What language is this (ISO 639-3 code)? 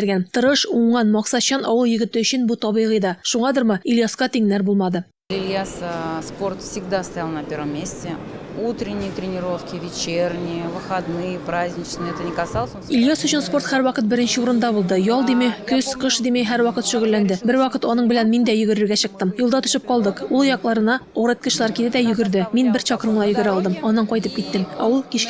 tat